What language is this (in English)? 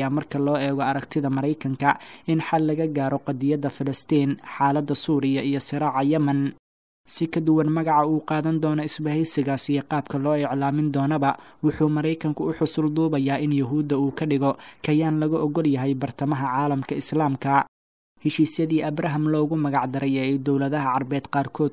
Somali